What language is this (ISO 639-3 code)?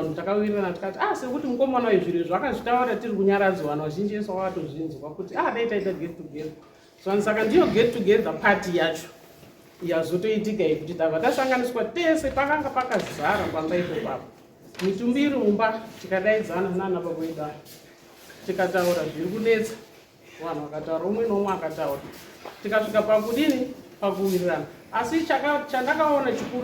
sna